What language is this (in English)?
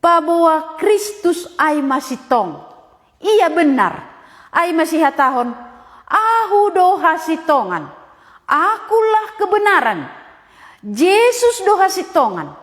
Batak Simalungun